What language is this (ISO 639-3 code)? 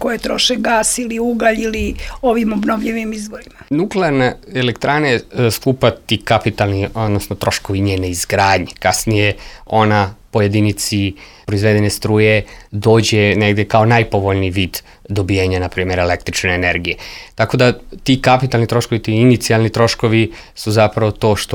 srp